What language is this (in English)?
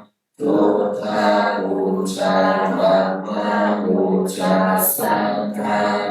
Pali